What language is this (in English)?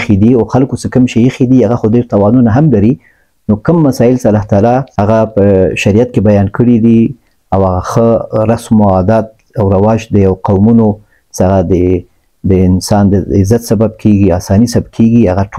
Pashto